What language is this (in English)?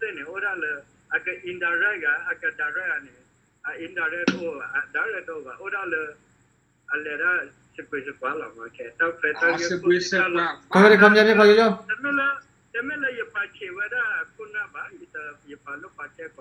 S'gaw Karen